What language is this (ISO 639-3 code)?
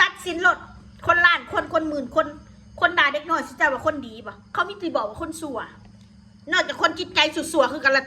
tts